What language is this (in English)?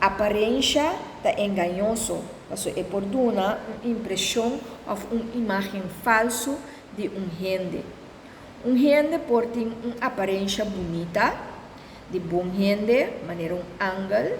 Papiamento